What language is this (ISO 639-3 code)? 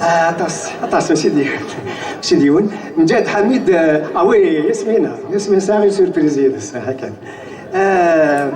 kab